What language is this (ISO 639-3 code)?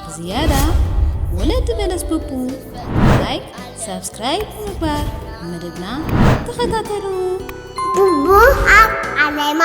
tir